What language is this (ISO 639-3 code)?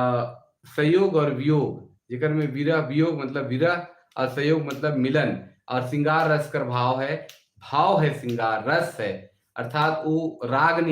sck